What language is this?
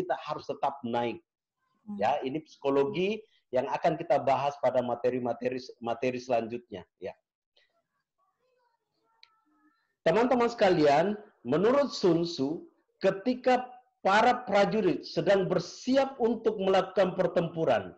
Indonesian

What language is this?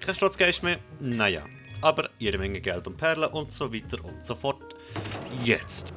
Swiss German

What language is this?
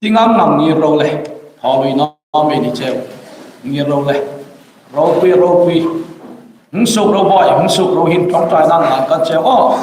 Hmar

